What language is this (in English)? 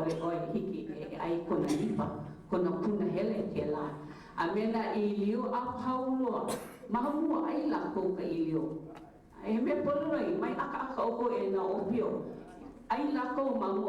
Hawaiian